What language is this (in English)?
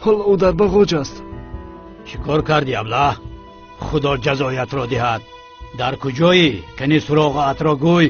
Tajik